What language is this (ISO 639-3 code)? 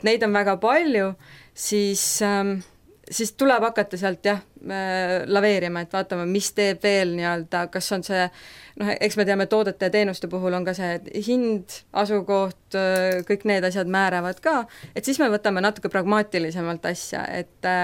est